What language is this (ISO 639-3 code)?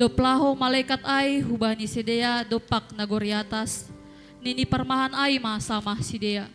bts